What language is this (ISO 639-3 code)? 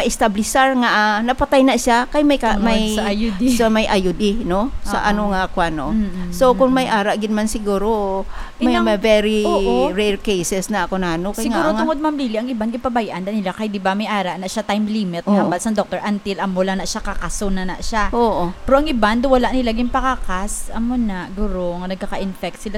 hil